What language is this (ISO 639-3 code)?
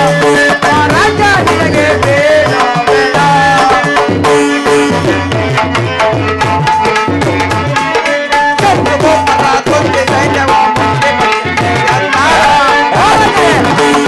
kan